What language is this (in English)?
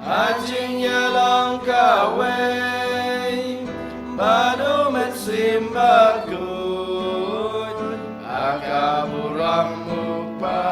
Khasi